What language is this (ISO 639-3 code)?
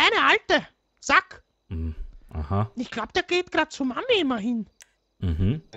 deu